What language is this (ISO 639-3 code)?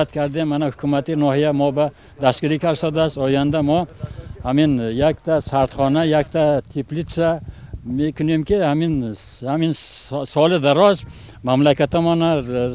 tgk